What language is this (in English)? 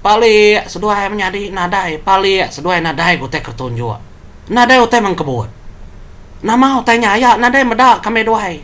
Iban